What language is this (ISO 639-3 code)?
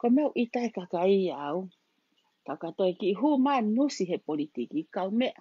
ton